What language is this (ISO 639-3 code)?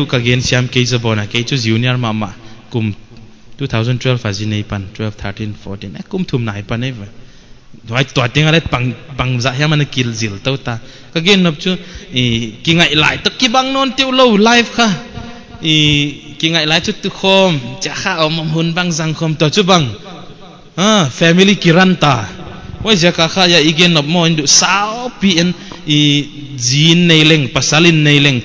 pck